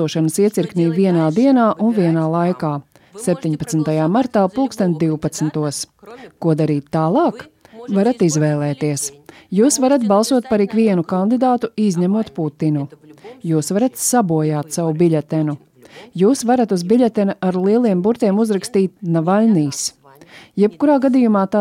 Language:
Latvian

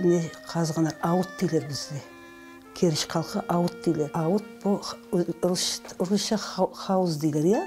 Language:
Crimean Tatar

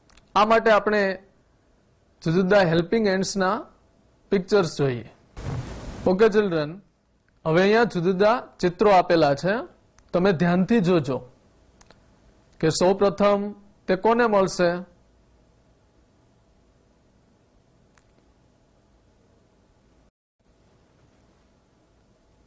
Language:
Gujarati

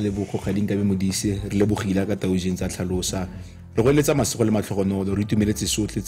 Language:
Tswana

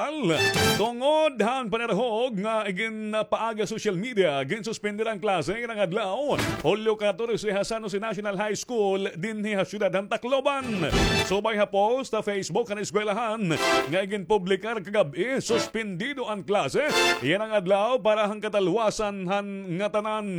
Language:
Waray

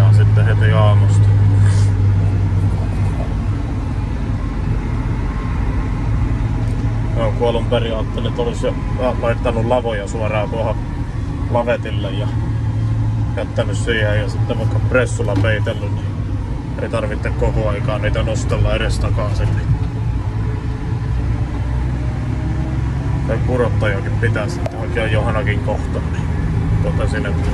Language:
Finnish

